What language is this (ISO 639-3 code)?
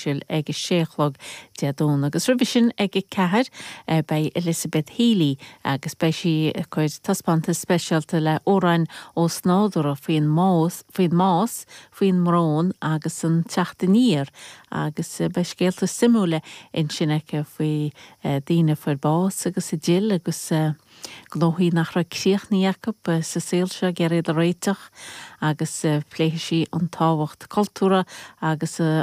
gle